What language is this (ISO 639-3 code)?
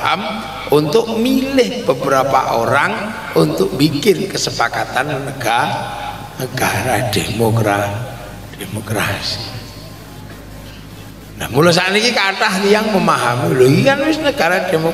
jav